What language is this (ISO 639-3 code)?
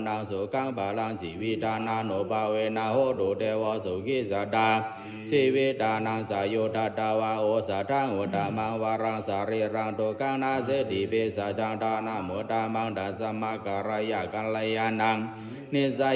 pli